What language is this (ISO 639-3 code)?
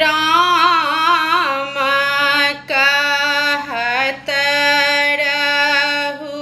mai